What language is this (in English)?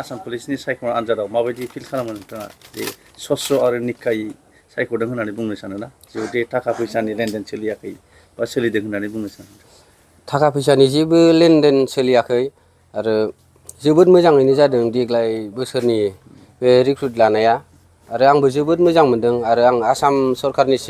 Bodo